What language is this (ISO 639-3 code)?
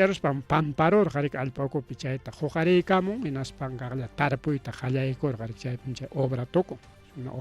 quy